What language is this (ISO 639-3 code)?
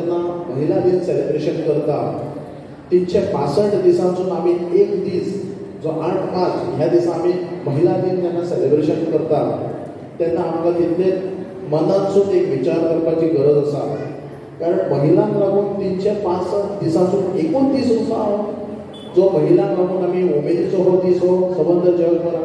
kok